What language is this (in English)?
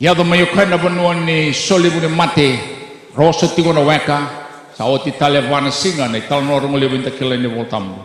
Fijian